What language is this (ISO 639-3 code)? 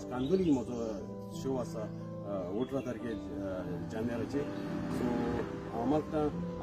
kok